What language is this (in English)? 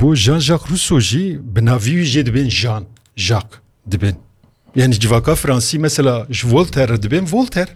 Kurdish